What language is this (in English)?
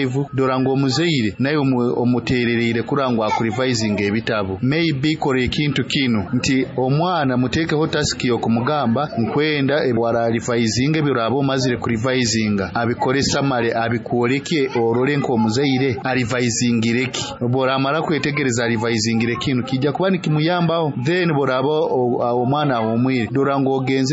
Nyoro